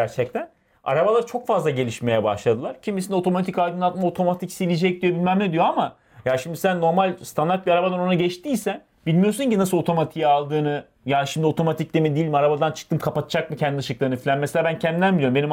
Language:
Turkish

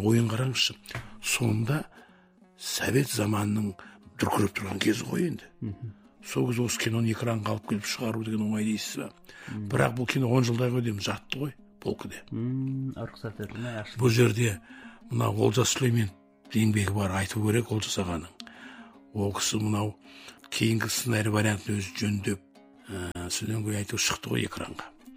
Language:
Kazakh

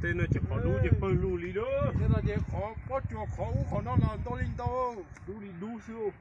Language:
Hmong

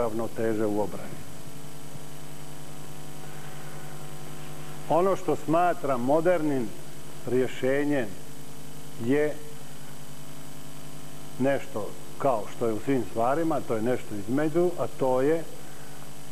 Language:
Croatian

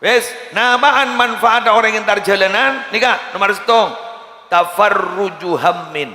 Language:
Madurese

